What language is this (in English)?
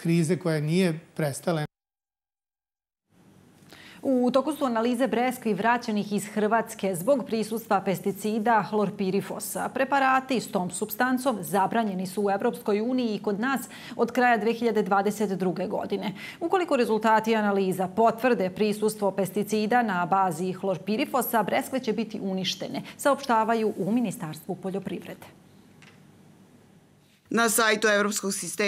Serbian